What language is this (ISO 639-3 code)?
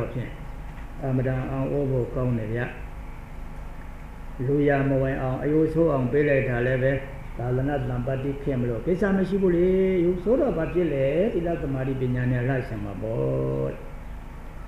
mya